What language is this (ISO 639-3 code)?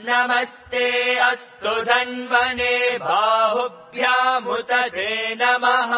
san